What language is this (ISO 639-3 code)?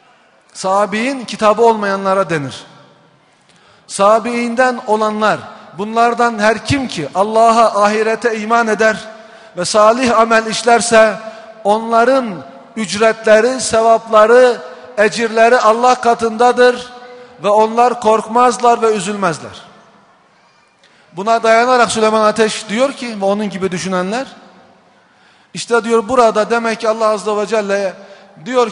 tur